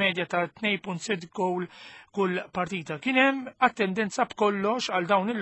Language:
Maltese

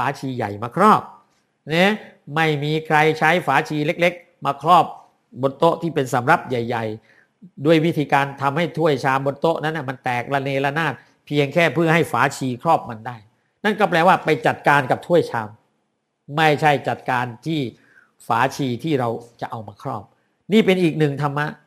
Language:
Thai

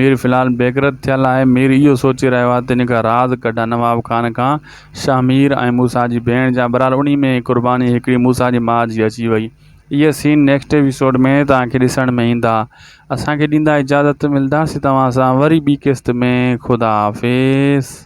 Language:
Sindhi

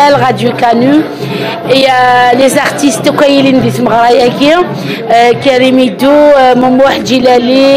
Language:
Kabyle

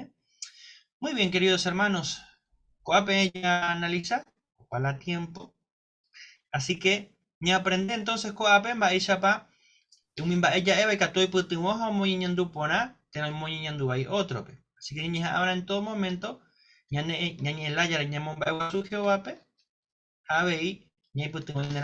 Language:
Guarani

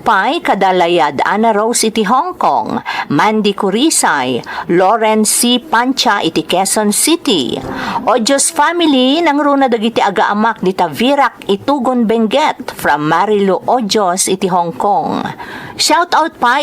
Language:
Iloko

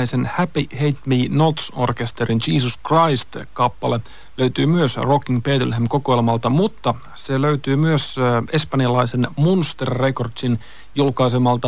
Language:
Finnish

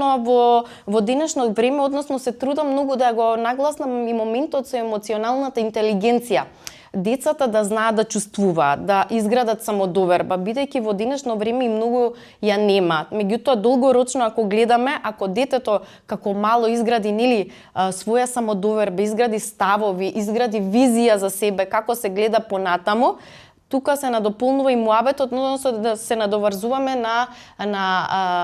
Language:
Macedonian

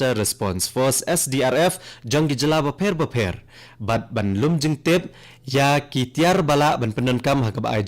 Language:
Khasi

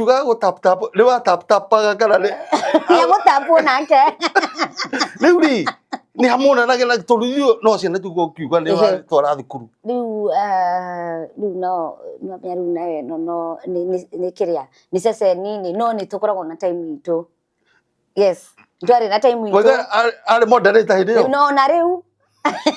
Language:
Kikuyu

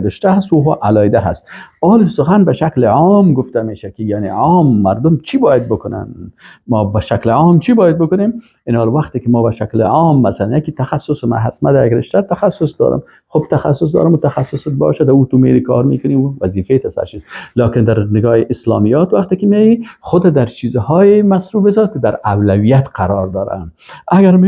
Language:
Persian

